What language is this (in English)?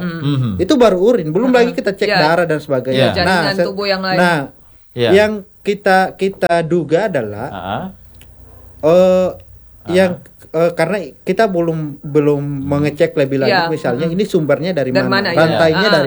Indonesian